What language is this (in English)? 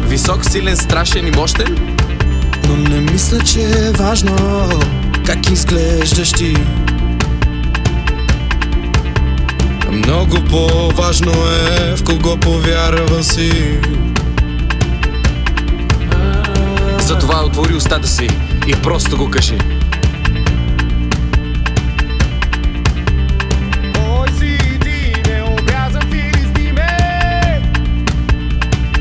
Bulgarian